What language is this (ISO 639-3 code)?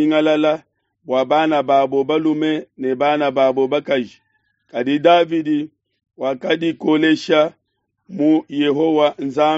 lua